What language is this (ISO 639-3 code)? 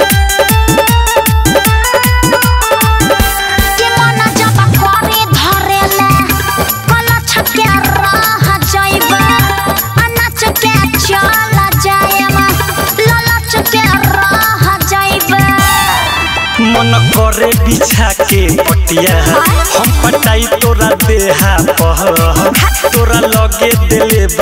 bho